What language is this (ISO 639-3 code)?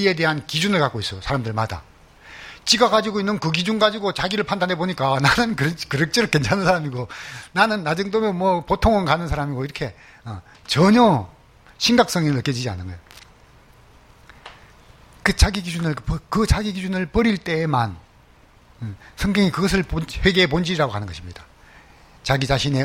kor